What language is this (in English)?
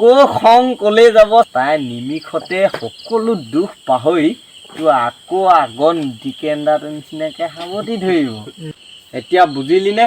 Assamese